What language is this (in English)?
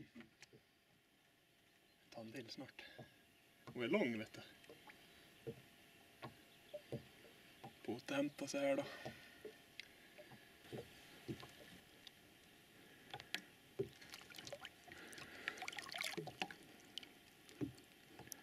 Swedish